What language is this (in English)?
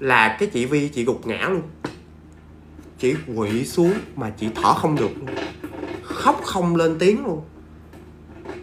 Vietnamese